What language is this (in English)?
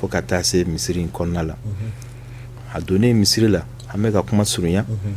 Bambara